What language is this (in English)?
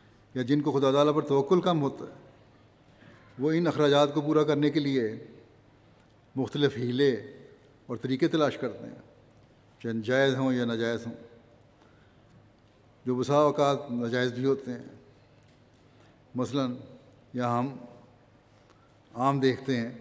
Urdu